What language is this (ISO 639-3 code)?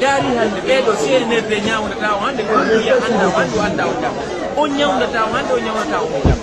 ful